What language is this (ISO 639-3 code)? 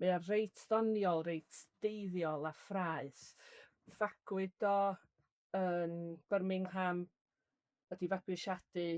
cym